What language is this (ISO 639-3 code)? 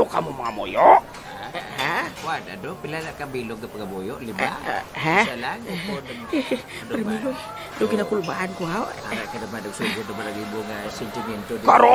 hil